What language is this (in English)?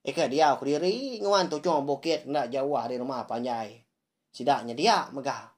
Iban